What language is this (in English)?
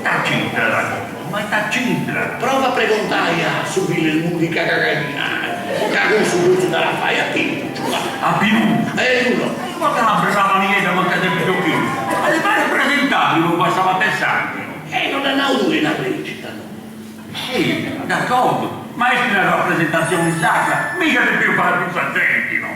Sardinian